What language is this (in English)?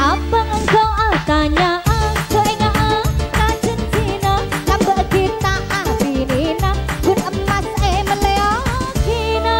Madurese